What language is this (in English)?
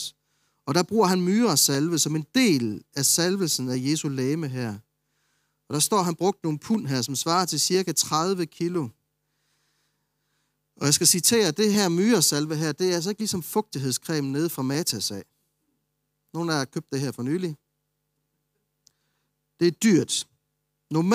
Danish